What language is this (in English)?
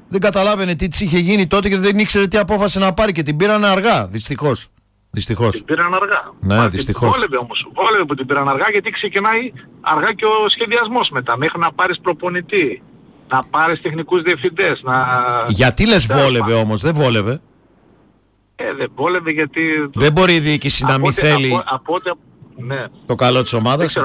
Greek